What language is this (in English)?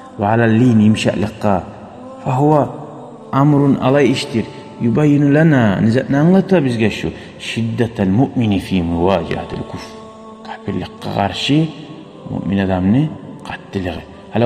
Kumyk